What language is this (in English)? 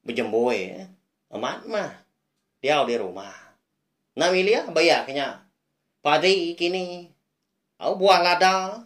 Iban